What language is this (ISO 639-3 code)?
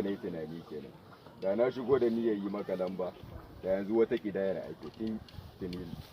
hau